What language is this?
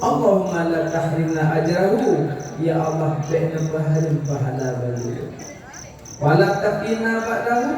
Achinese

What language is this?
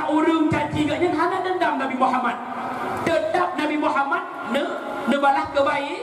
Achinese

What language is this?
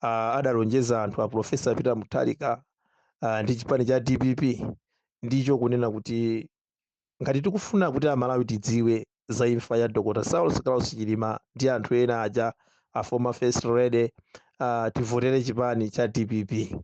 Nyanja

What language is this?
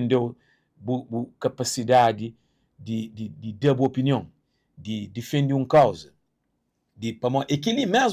Kabuverdianu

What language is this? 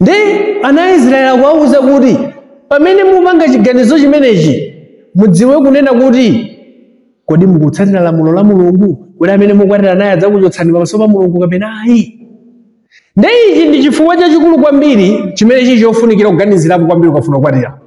Nyanja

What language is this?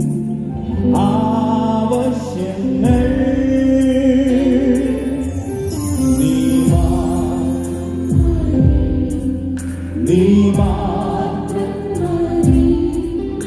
Malayalam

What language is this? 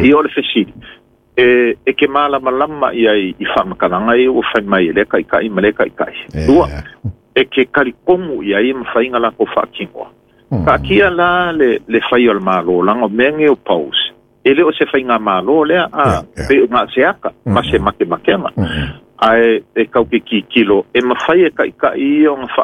Samoan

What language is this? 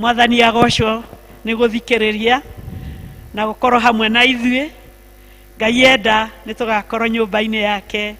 Kikuyu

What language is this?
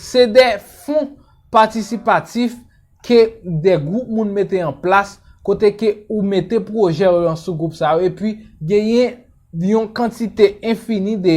Haitian Creole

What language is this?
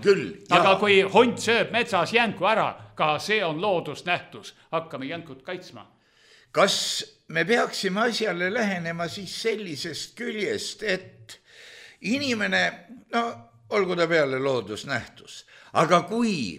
Estonian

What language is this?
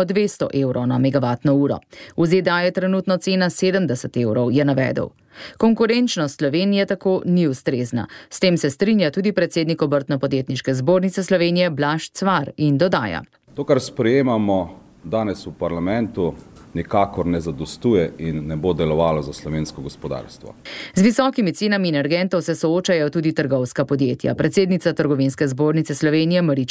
Slovenian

